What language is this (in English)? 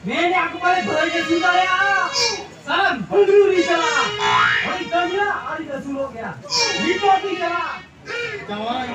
Santali